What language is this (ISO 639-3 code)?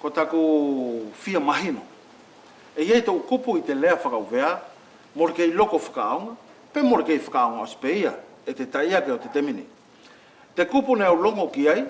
wls